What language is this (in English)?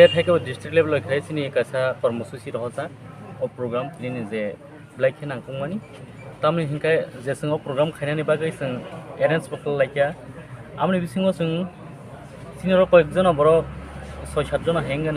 Kok Borok